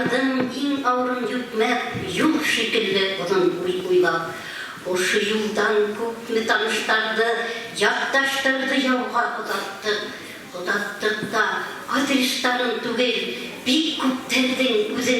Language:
Bashkir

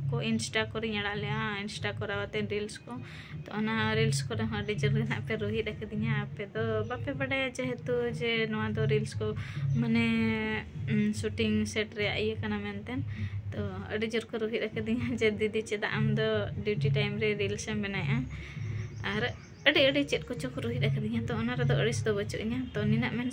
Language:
Santali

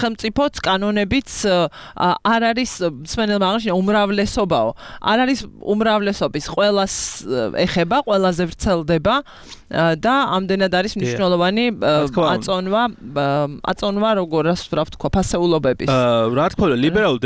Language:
Georgian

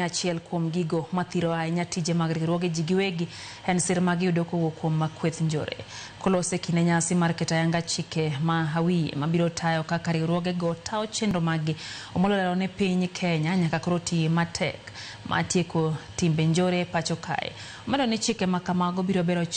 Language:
Luo (Kenya and Tanzania)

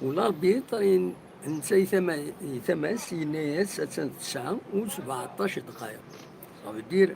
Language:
Kabyle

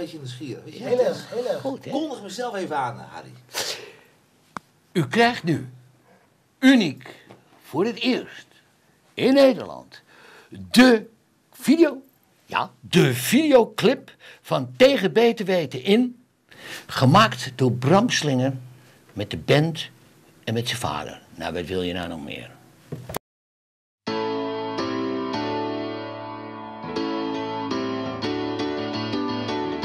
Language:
Dutch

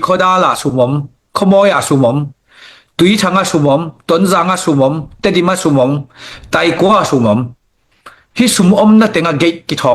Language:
Tedim Chin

